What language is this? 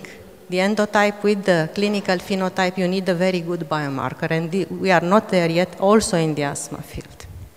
English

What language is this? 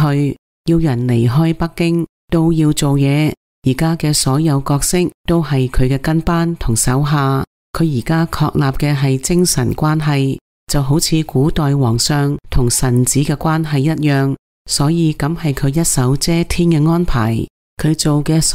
Cantonese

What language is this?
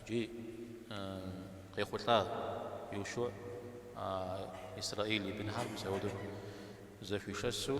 Kabardian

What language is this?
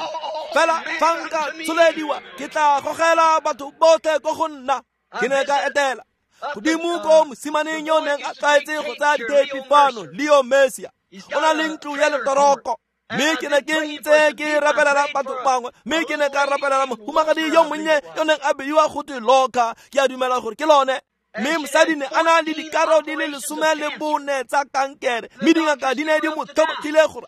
Tswana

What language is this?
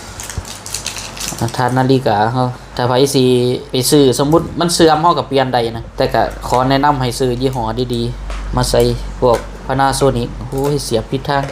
Lao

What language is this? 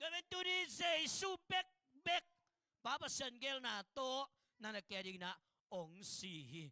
Tedim Chin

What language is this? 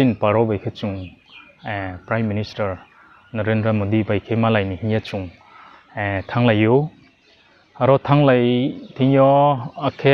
Riang (India)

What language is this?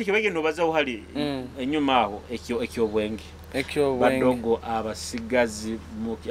Nyoro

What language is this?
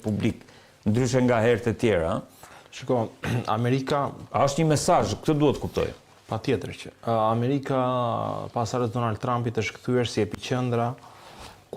Albanian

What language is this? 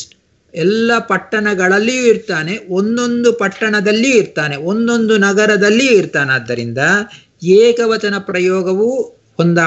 Kannada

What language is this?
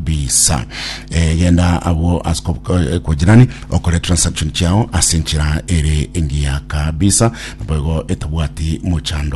Gusii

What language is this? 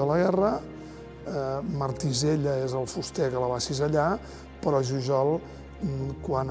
Catalan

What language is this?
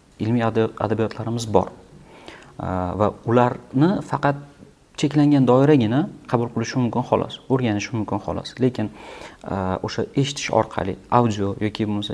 Uzbek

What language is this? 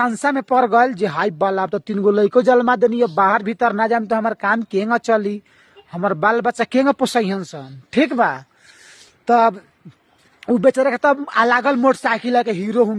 Bhojpuri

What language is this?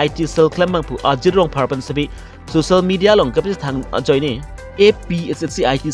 Karbi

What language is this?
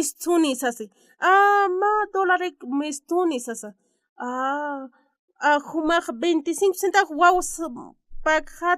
Aymara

